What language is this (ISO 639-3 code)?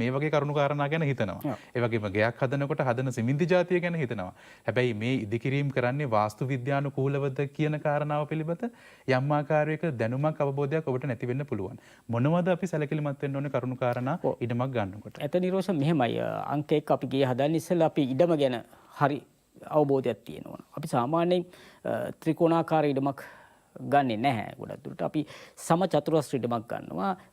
sin